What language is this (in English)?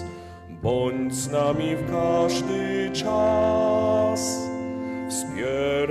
Polish